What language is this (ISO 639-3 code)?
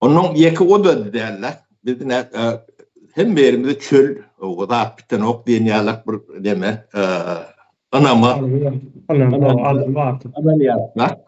tuk